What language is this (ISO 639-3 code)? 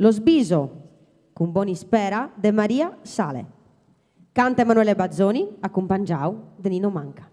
srd